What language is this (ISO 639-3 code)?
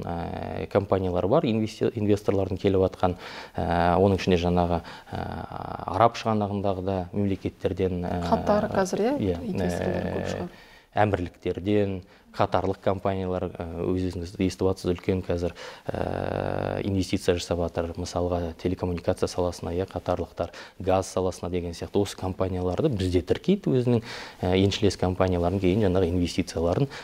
kaz